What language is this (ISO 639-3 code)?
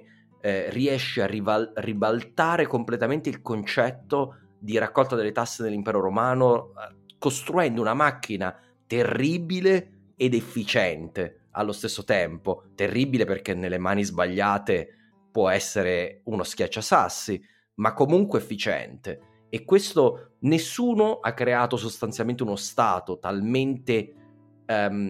ita